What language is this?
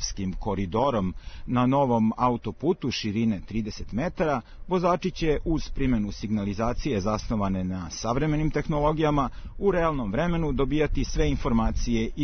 Serbian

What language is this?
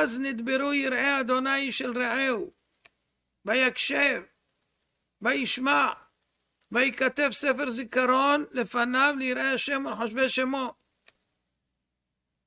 Hebrew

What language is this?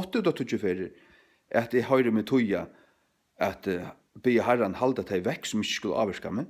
Faroese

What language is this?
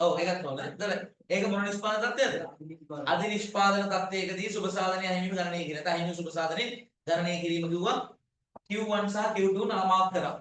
Sinhala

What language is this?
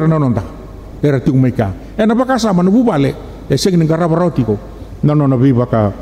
Fijian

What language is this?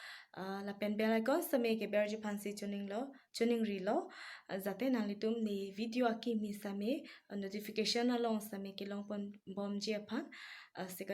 Karbi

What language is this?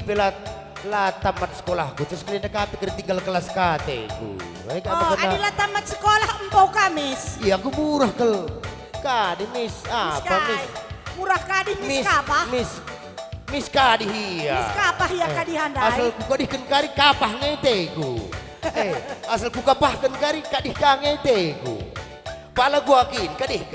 Batak Karo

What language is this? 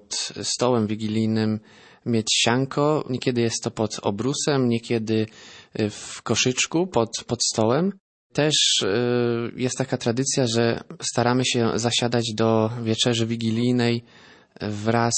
Polish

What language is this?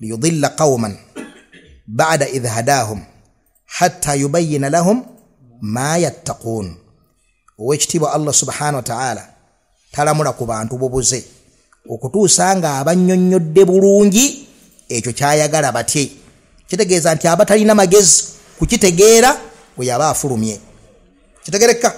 Ganda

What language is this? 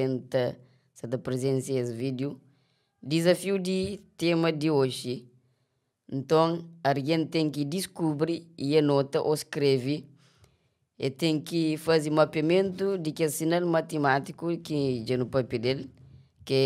Kabuverdianu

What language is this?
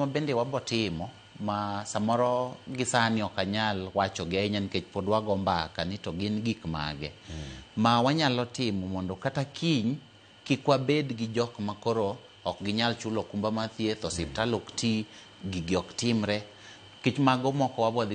Luo (Kenya and Tanzania)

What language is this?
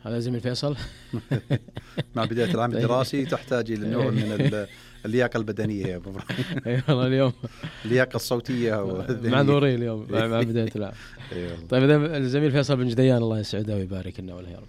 Najdi Arabic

